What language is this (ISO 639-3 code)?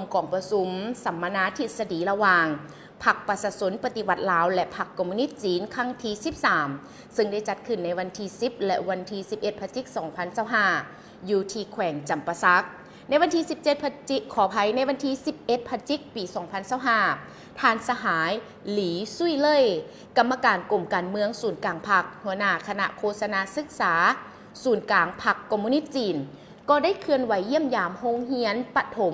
lao